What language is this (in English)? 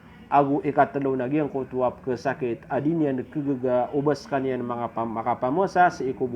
Maranao